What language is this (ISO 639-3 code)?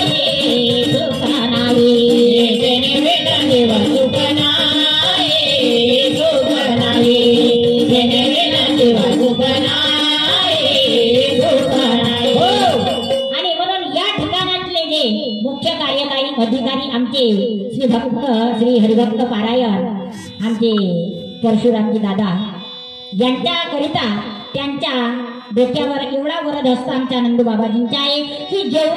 mar